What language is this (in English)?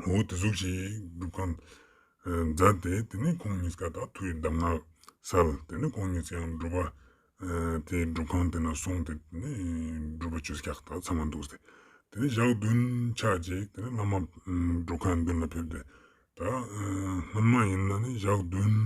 Ladakhi